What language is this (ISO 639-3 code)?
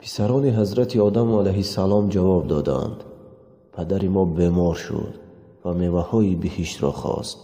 tgk